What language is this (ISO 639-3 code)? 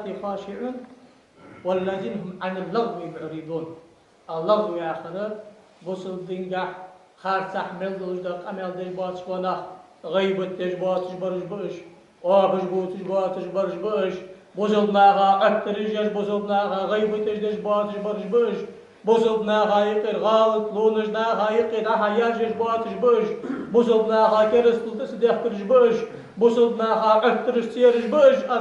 inh